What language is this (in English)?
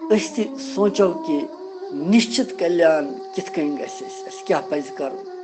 Kashmiri